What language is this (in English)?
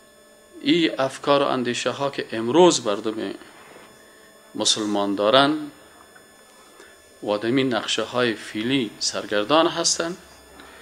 Persian